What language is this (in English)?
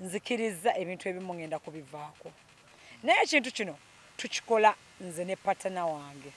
Ganda